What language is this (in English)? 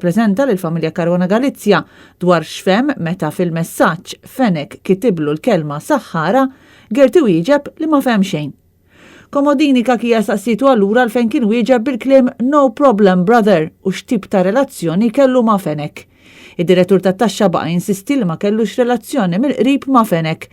Maltese